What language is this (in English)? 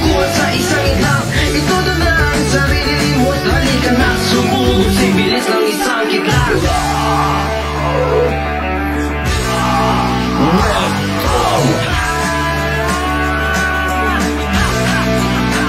Filipino